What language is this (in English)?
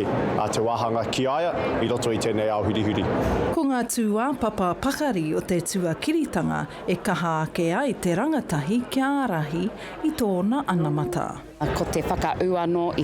Māori